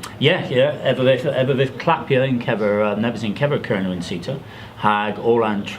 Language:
Cornish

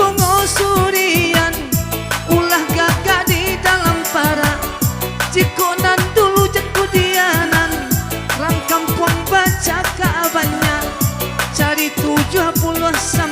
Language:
Minangkabau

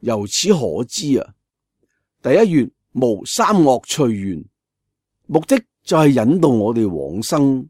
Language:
Cantonese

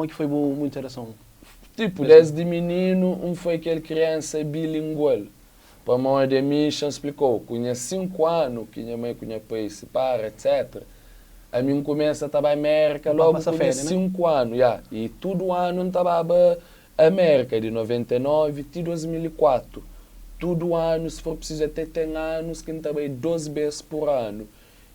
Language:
Kabuverdianu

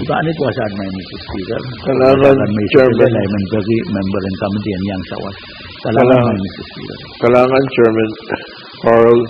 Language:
Pohnpeian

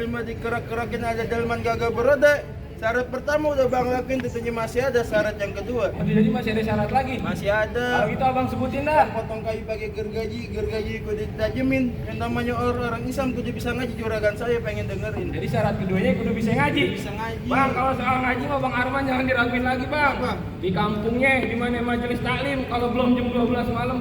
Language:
Betawi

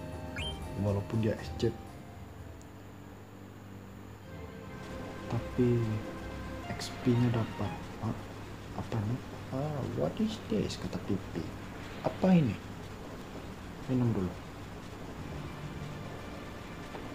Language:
Indonesian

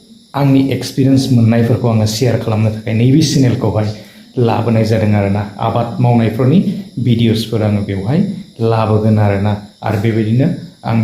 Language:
Bodo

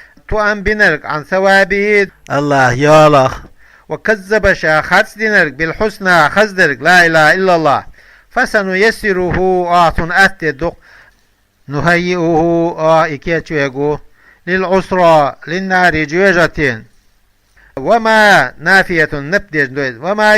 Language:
Chechen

